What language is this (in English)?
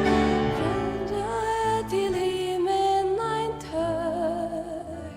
Faroese